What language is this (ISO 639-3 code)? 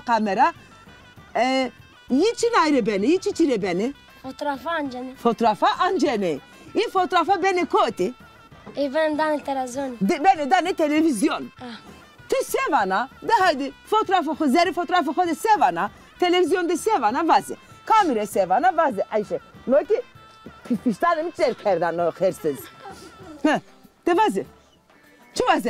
zza